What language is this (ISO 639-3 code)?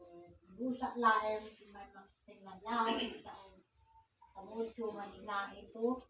ilo